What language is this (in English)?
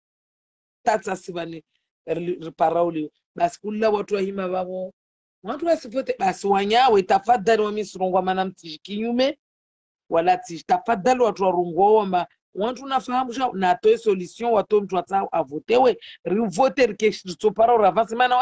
Swahili